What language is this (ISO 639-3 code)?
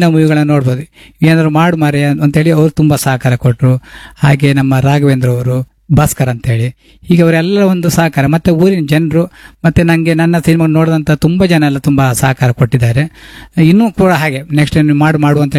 kan